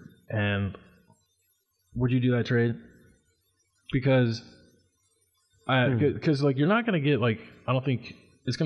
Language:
English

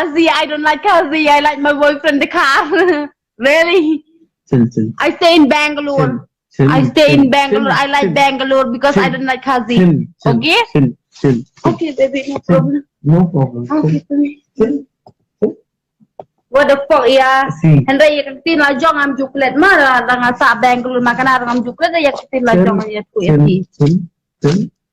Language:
Khasi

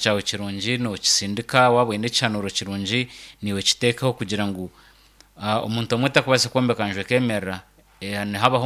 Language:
Nyankole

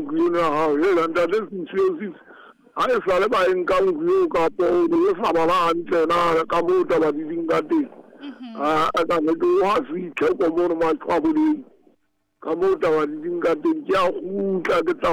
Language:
Southern Sotho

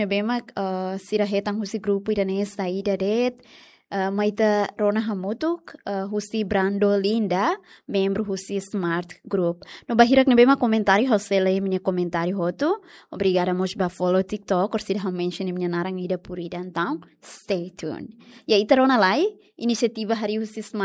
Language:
Tetum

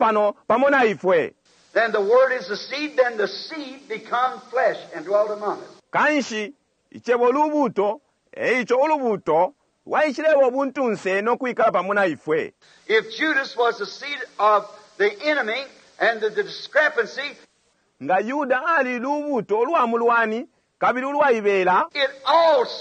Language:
Bemba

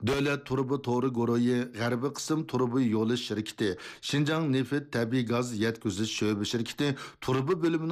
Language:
Uyghur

